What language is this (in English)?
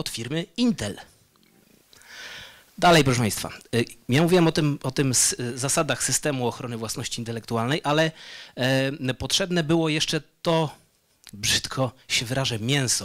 Polish